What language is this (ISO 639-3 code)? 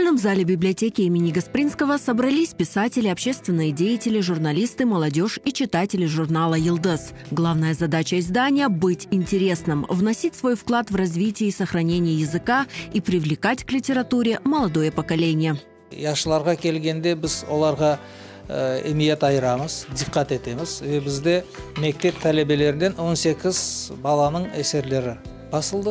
crh